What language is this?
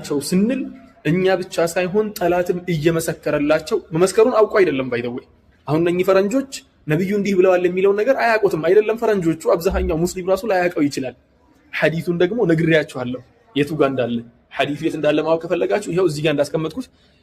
Amharic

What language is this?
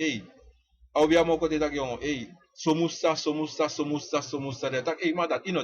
Sranan Tongo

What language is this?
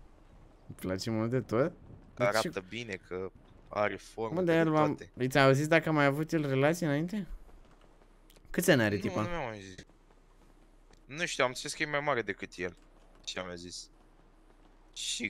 Romanian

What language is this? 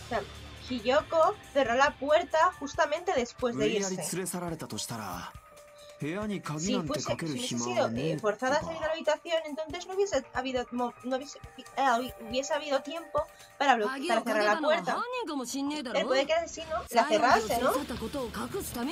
Spanish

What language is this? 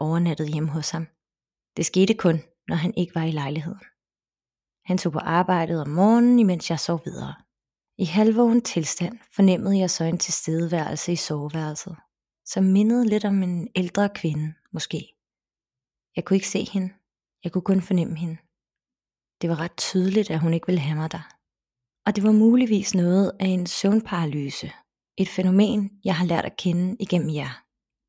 Danish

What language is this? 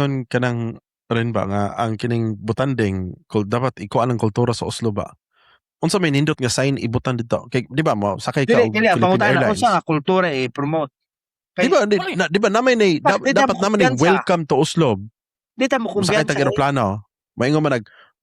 Cebuano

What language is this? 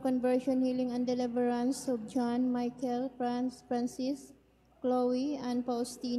Cebuano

